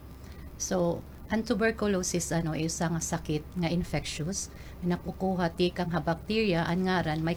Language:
Waray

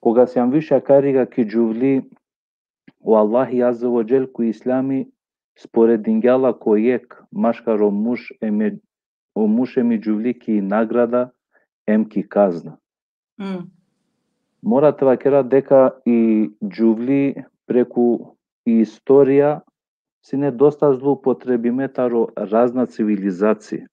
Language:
Balkan Romani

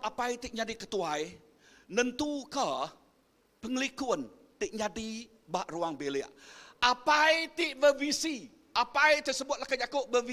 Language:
Iban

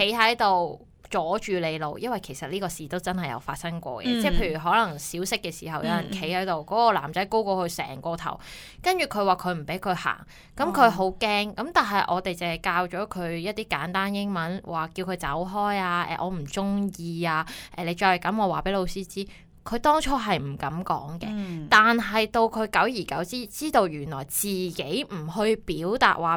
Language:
Cantonese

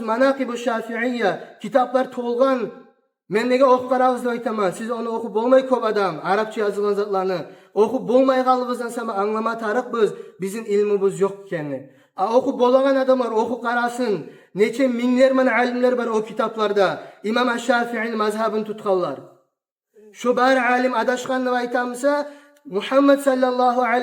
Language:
Kumyk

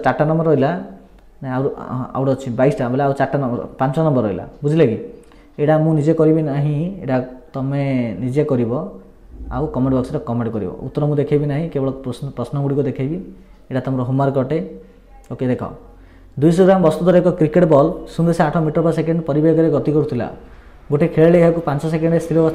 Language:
Odia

